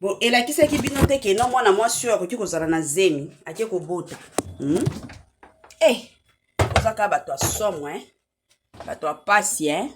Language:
Lingala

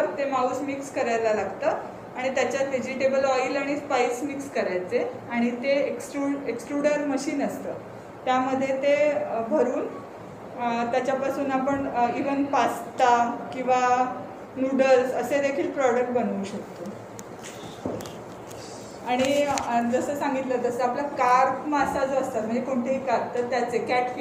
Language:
Marathi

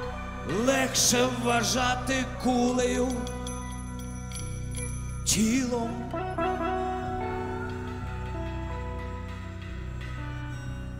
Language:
Ukrainian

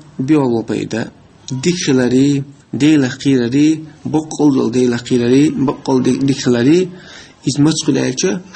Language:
Chechen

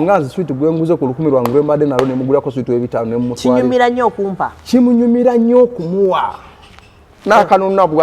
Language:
Ganda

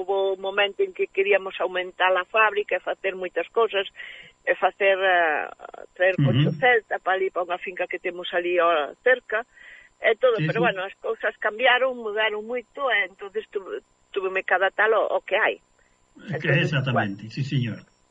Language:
Galician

